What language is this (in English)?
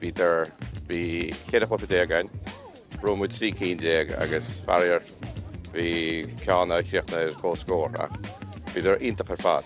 Irish